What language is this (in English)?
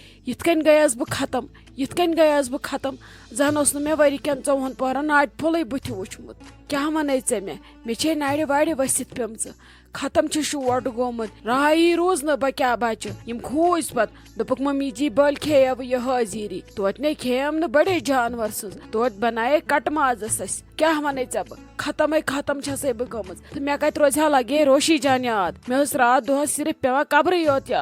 Kashmiri